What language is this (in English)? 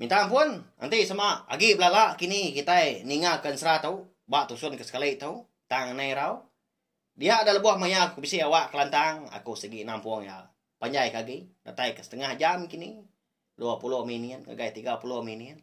Iban